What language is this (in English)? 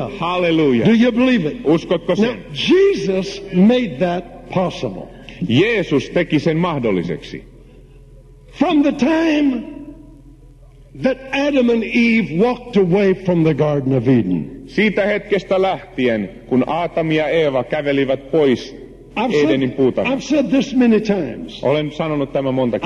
Finnish